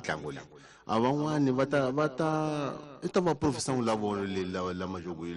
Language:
Tsonga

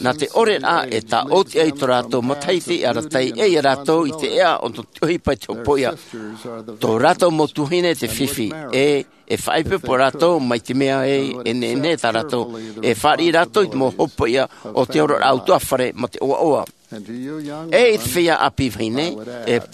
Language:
Tahitian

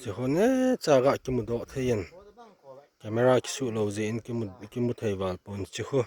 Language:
Thado Chin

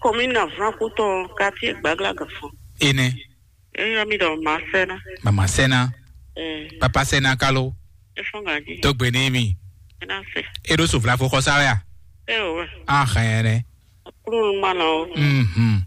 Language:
Fon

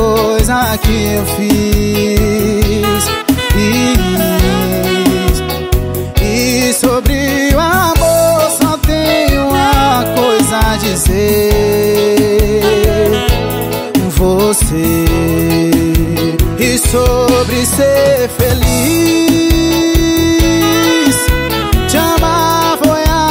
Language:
Portuguese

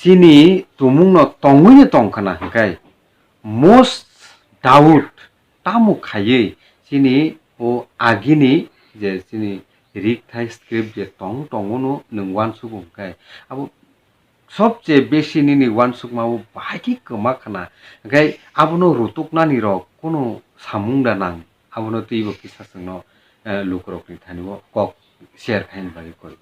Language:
Kok Borok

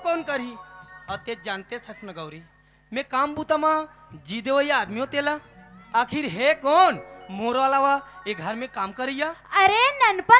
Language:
Chhattisgarhi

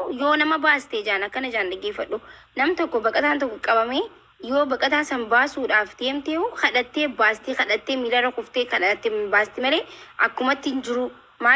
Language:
Oromo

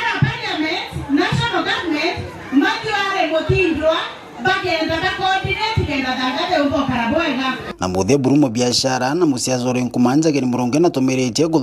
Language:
Meru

